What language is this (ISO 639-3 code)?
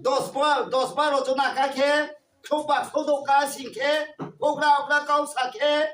ria